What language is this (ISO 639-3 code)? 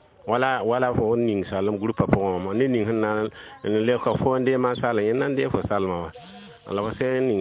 mos